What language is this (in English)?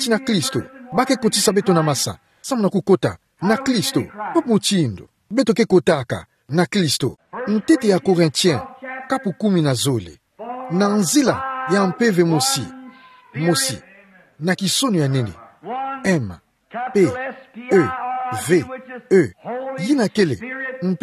Kituba (Democratic Republic of Congo)